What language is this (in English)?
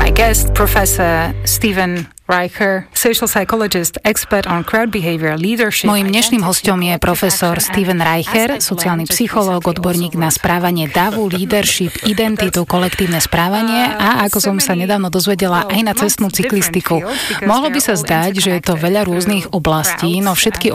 Slovak